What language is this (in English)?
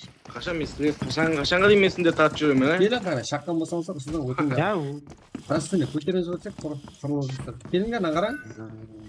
Kara-Kalpak